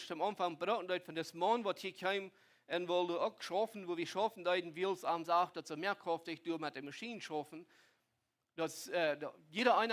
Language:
Plautdietsch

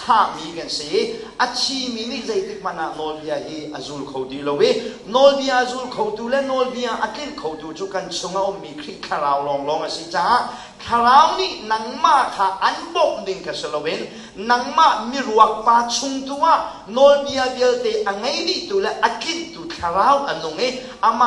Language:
Hakha Chin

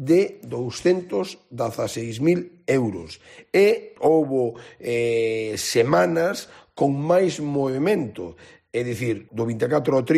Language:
Galician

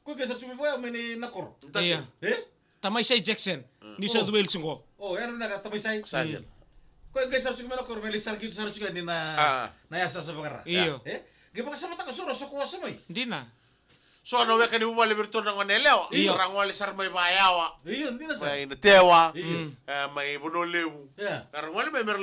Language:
Fijian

